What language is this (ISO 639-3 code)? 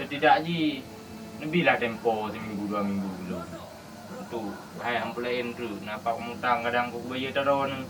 ace